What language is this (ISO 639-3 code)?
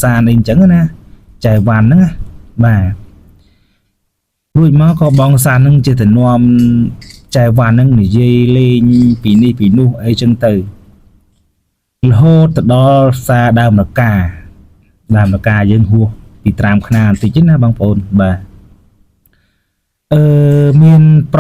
khm